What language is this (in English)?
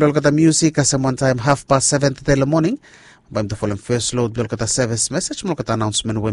Bislama